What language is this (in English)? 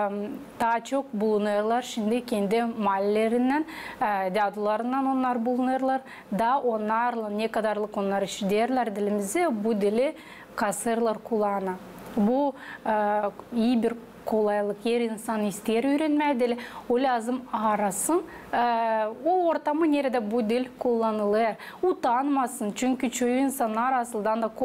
Gagauz